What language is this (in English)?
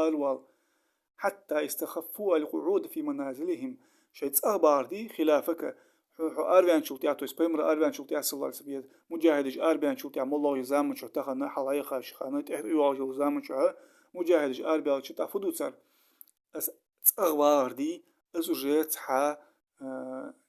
Ingush